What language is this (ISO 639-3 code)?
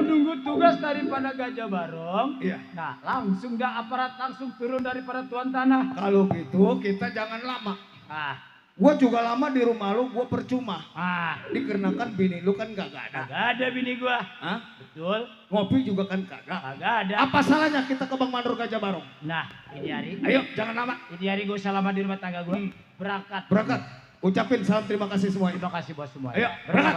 bew